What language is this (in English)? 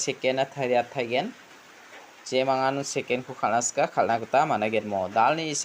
Garo